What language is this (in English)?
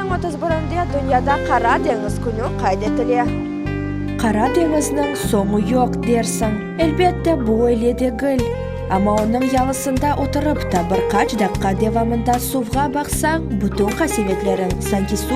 Crimean Tatar